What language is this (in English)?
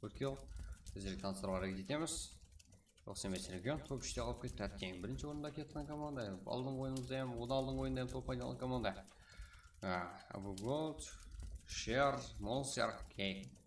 Kara-Kalpak